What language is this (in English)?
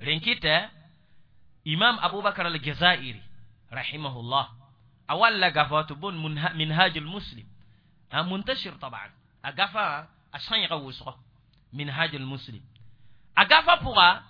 Mossi